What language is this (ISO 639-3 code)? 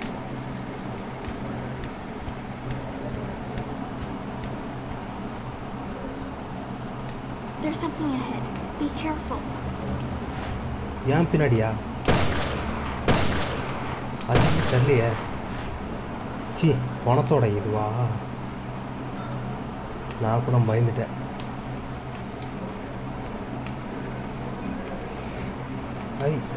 tam